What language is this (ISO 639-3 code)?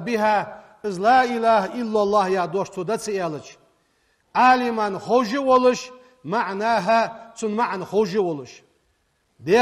inh